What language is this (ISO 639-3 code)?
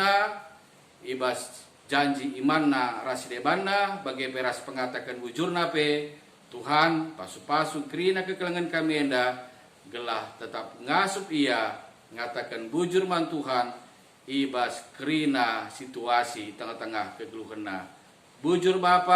btx